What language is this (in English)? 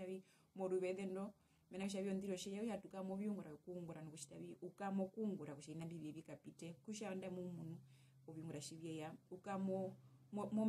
Herero